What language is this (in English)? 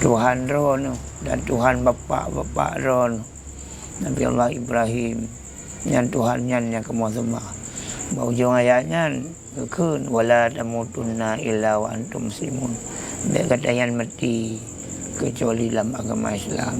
Achinese